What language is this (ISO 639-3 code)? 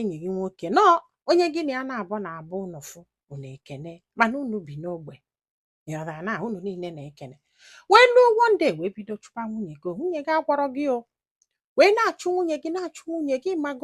ibo